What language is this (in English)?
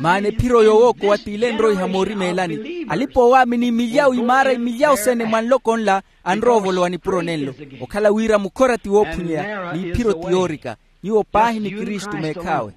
Makhuwa